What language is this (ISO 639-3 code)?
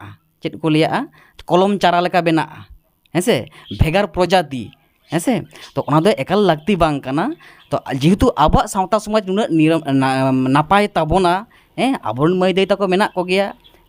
sat